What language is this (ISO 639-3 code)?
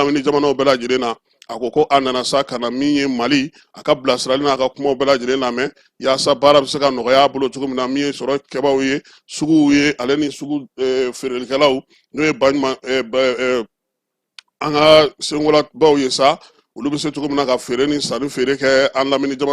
bam